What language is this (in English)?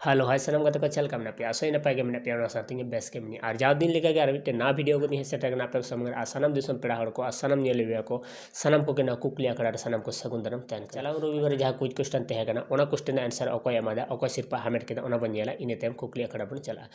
Santali